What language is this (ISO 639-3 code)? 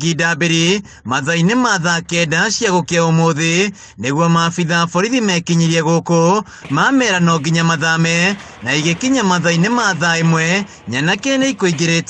kik